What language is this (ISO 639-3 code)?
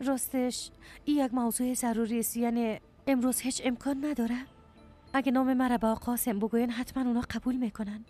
fas